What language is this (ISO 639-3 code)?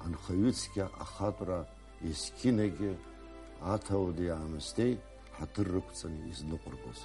abk